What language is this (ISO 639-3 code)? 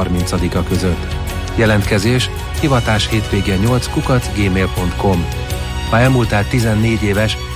hun